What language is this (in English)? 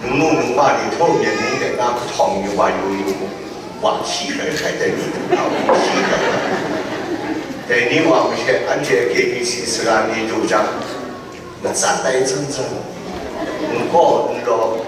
Kachin